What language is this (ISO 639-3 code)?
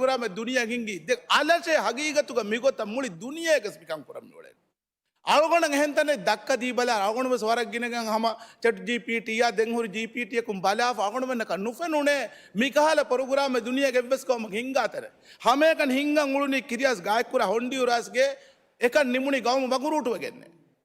div